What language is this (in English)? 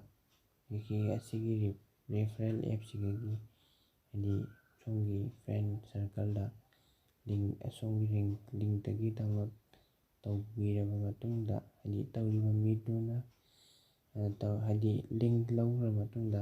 Manipuri